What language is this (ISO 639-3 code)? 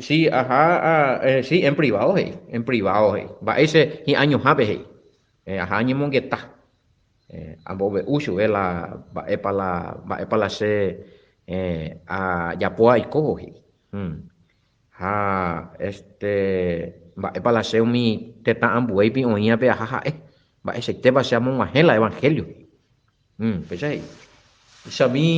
grn